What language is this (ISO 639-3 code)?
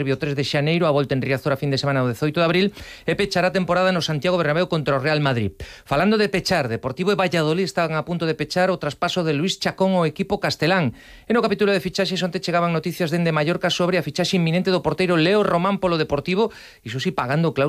glg